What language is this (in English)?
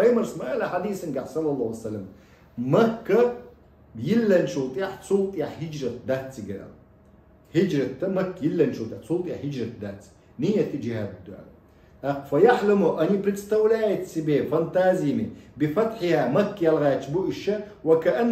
Chechen